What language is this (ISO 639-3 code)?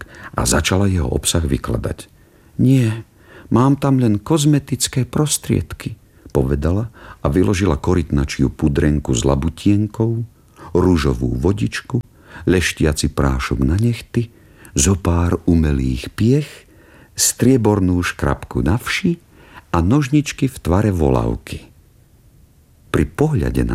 slk